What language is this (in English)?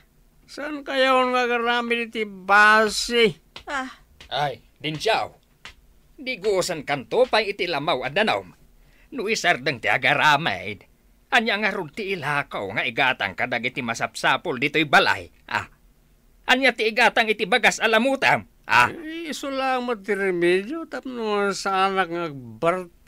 Iloko